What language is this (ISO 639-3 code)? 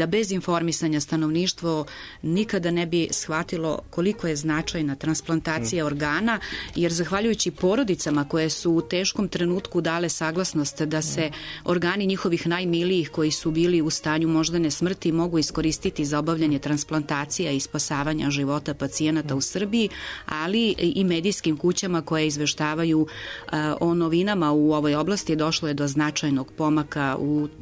srp